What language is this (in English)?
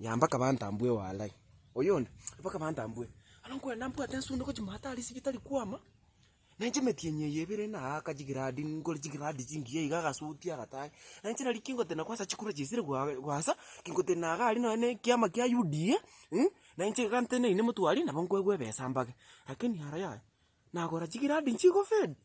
Gusii